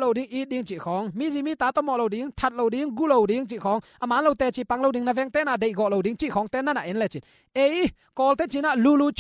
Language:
Tedim Chin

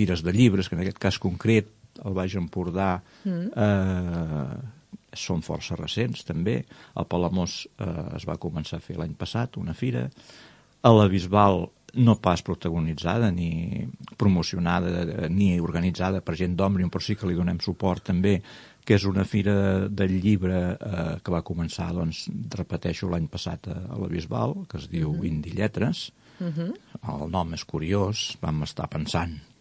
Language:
Catalan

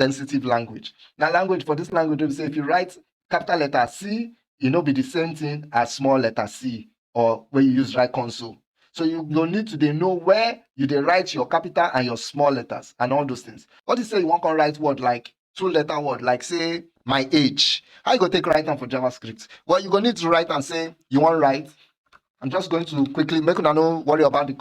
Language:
Nigerian Pidgin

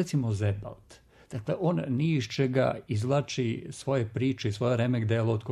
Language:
Serbian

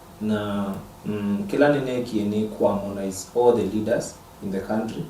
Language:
Kamba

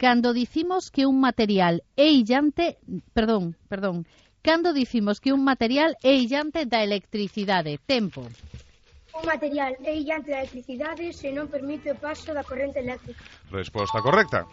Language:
Galician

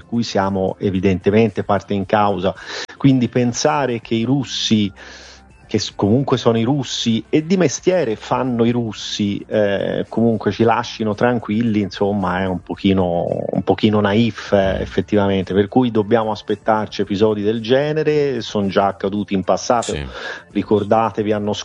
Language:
Italian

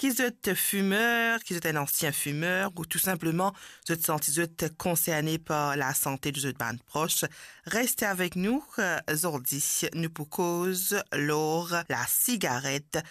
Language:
Morisyen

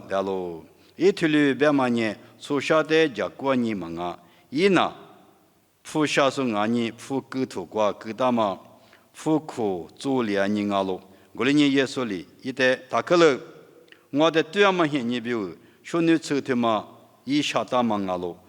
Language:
Lisu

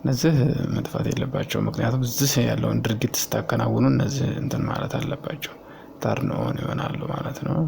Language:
Amharic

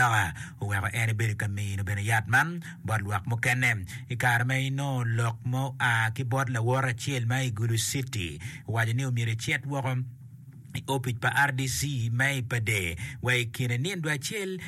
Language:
Acoli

